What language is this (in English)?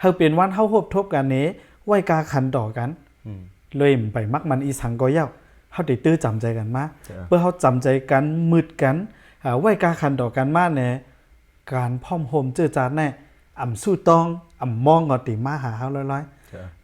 Shan